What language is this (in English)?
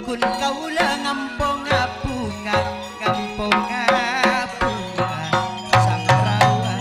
Madurese